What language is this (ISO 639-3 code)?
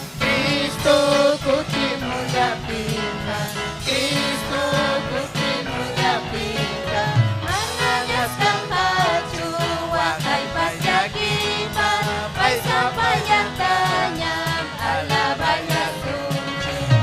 quy